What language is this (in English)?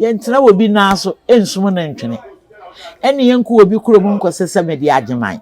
Akan